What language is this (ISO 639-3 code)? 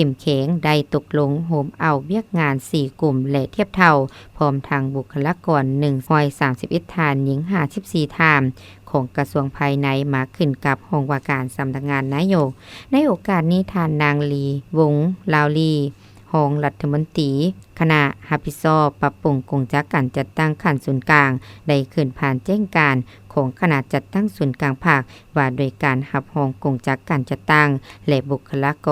lao